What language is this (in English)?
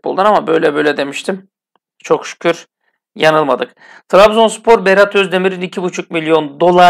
Turkish